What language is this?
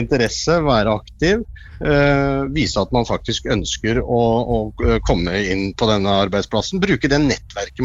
Norwegian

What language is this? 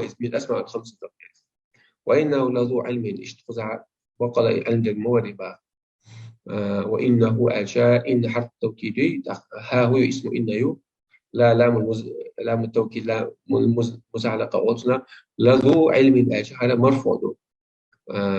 Chechen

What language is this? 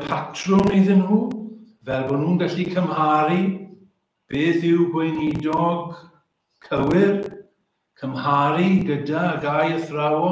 Welsh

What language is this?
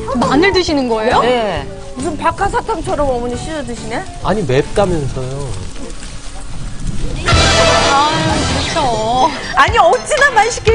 Korean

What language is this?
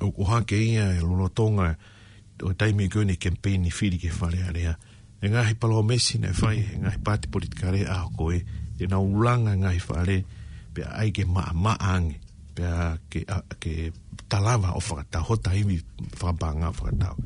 Tongan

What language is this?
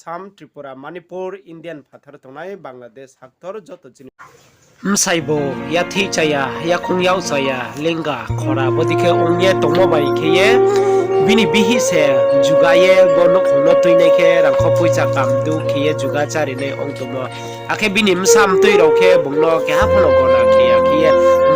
Riang (India)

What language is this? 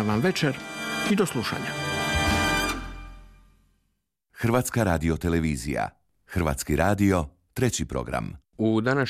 Croatian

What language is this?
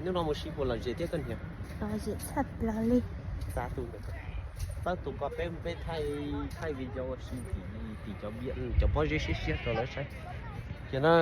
Hmong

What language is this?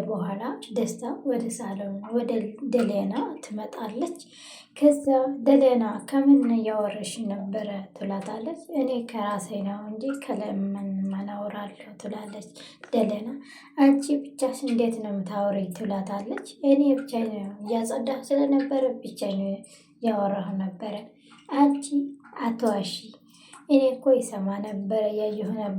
Amharic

